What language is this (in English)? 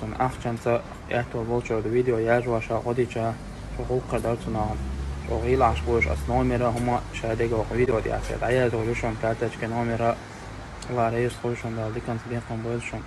Chechen